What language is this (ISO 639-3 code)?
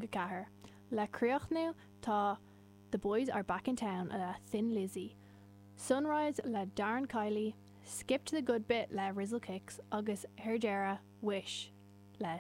gle